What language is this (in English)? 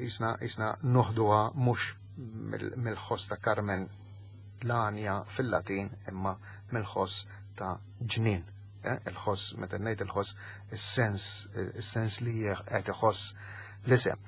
Maltese